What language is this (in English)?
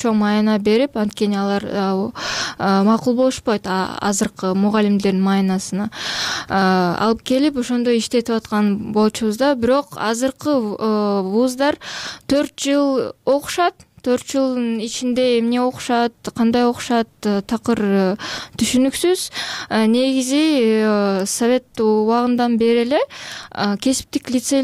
Kyrgyz